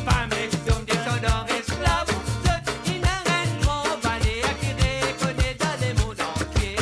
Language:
Morisyen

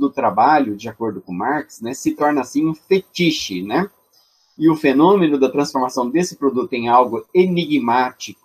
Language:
Portuguese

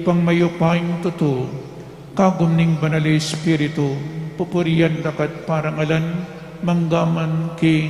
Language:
Pampanga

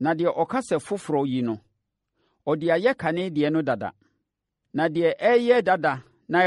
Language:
Akan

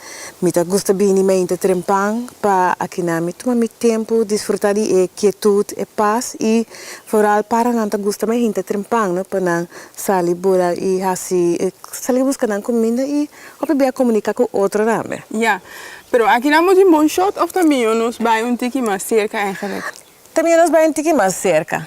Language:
Papiamento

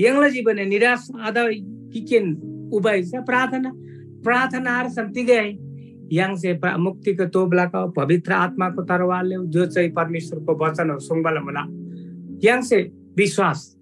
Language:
Eastern Tamang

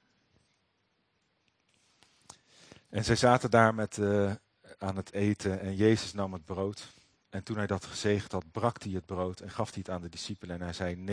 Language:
Dutch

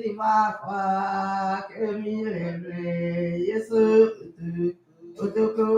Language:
Kikuyu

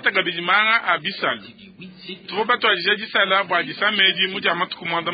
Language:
Luba-Lulua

